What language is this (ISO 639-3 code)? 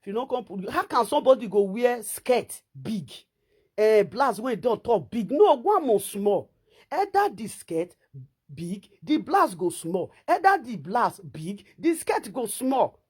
pcm